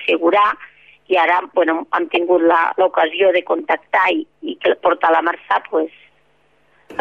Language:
Catalan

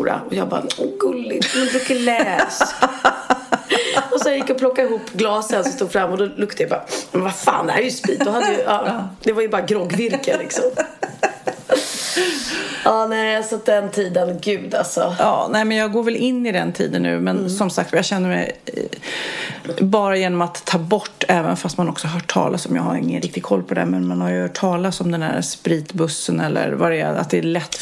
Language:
Swedish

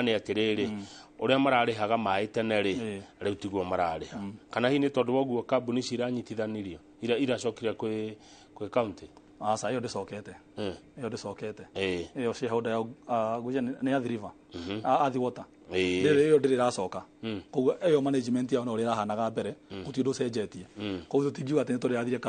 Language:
Kikuyu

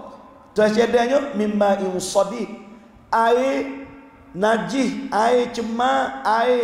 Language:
Malay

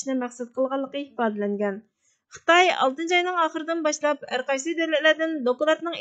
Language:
Uyghur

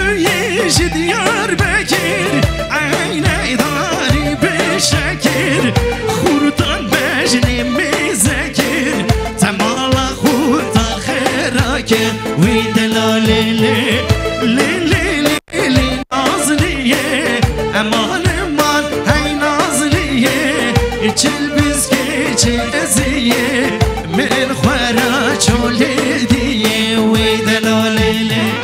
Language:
Kurdish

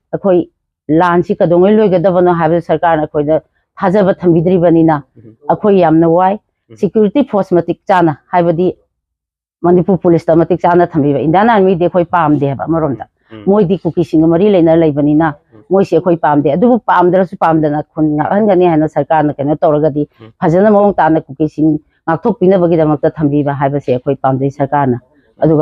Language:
Manipuri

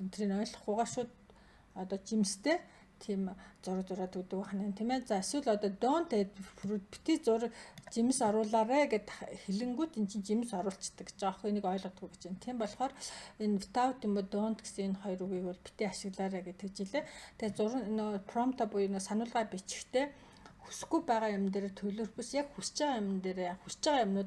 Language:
Mongolian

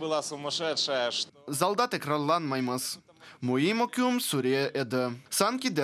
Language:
Crimean Tatar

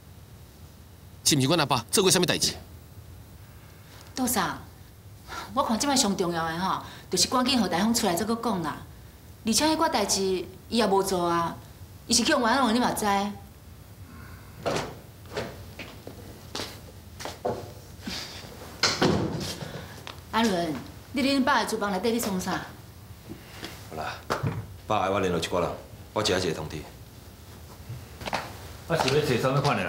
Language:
Min Nan Chinese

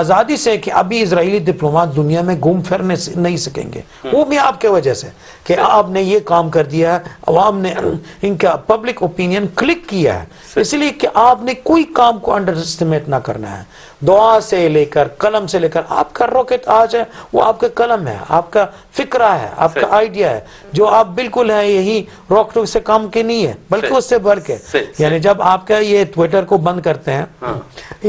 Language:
Urdu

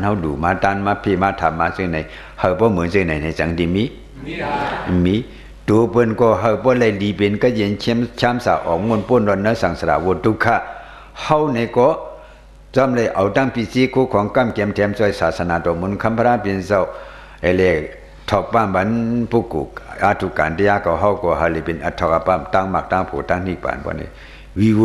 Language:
Shan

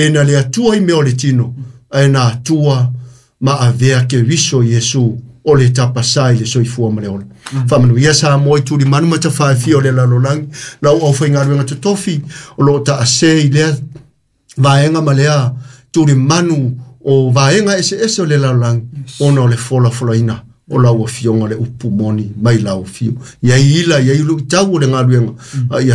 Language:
Samoan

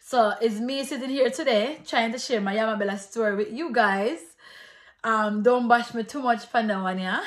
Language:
Jamaican Creole English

